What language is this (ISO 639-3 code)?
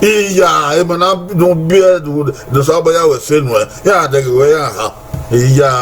bin